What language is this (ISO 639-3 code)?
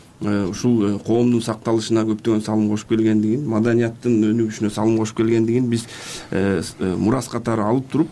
kir